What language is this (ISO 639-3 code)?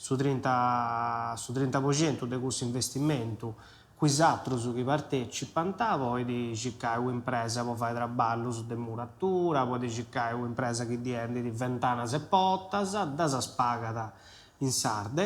srd